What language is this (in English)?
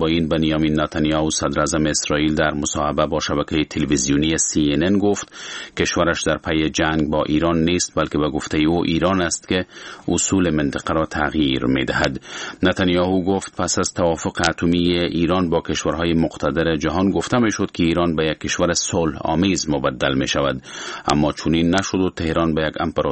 Persian